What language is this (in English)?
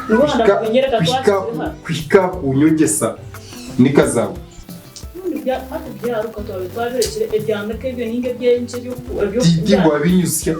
Nyankole